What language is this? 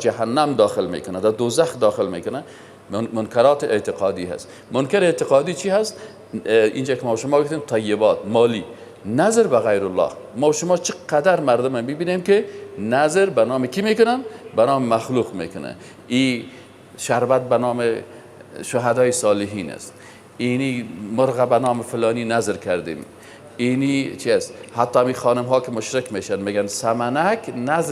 Persian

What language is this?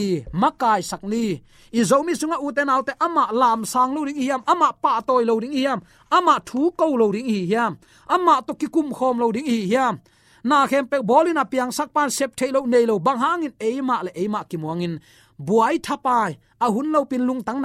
Tedim Chin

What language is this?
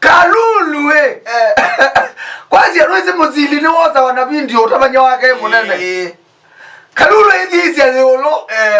Kamba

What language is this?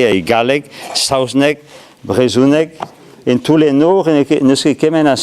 Breton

